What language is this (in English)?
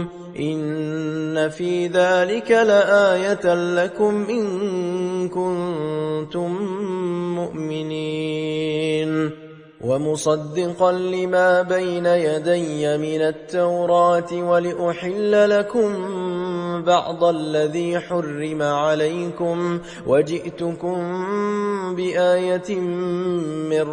Arabic